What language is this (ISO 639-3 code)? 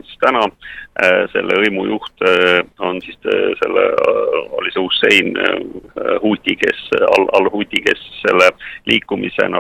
est